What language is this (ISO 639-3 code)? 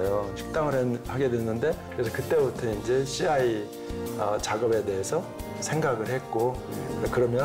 kor